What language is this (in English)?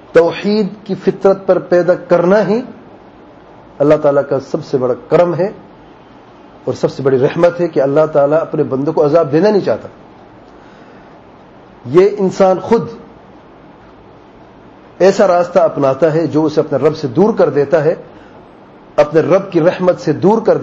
Urdu